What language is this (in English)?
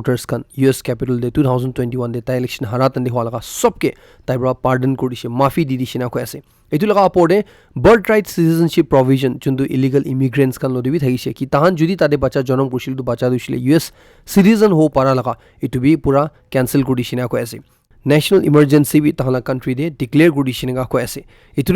Naga Pidgin